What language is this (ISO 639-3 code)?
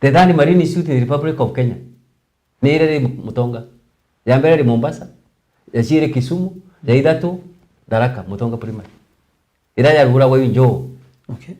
mer